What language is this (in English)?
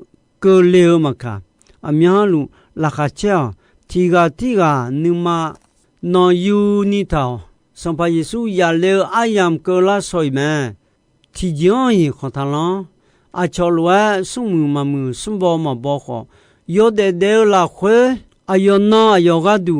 Akha